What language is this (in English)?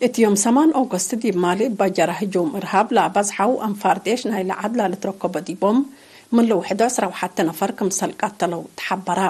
Tigre